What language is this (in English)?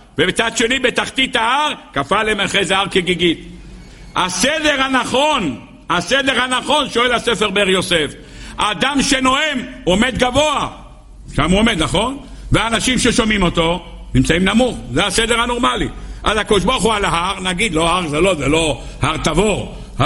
Hebrew